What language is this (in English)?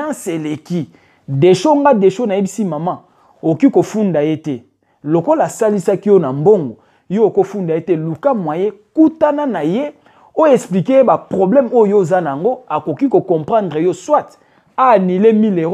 Lingala